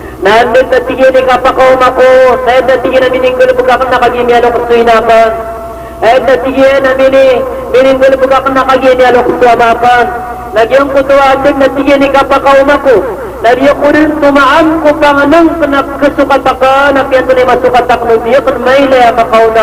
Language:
Maranao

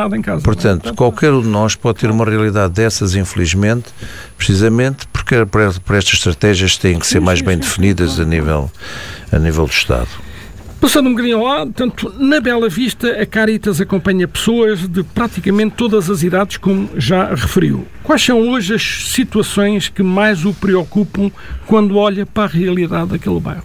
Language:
Portuguese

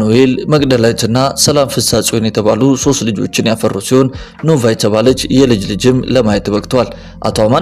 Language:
Amharic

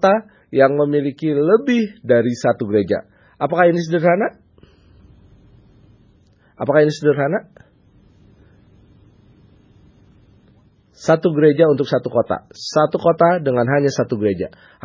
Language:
Indonesian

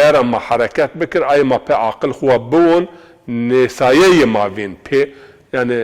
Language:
Zaza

